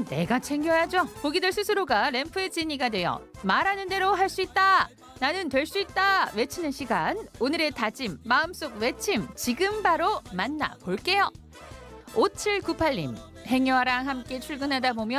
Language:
Korean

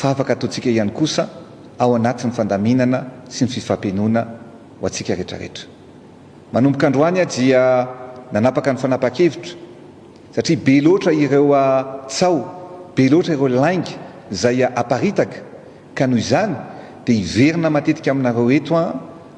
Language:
Malagasy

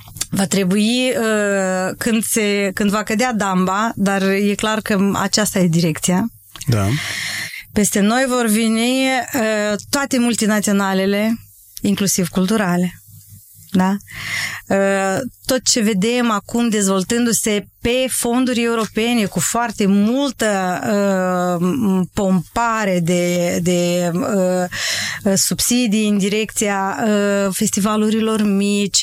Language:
Romanian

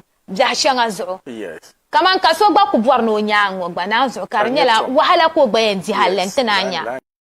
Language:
Dagbani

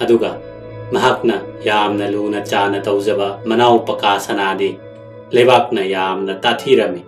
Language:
Manipuri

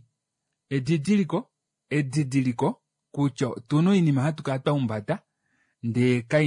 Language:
Kuanyama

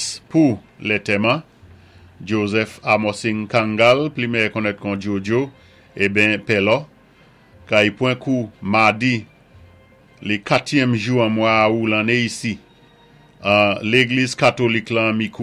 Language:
Saint Lucian Creole French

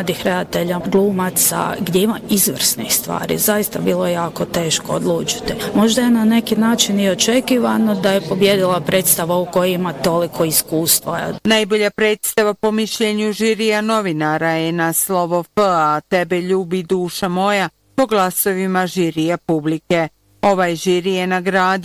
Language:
Bosnian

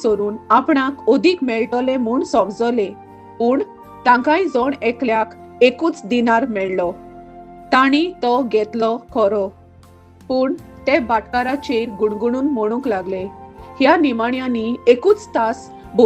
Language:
Konkani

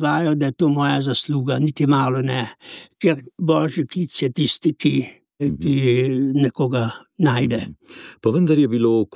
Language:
Slovenian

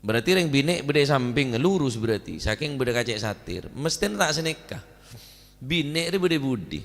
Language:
Madurese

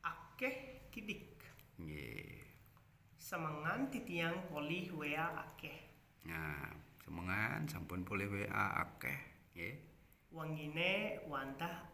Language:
Balinese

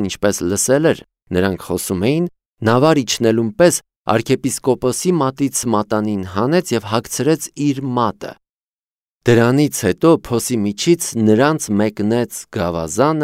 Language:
Armenian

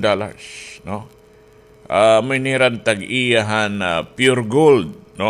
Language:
Waray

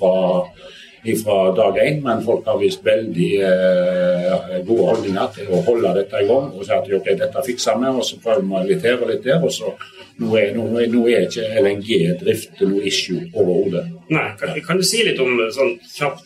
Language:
Norwegian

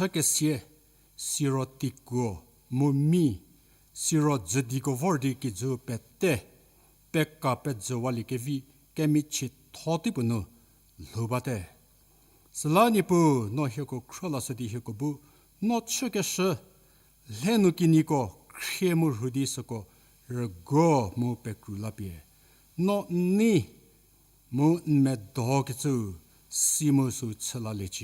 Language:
Angami Naga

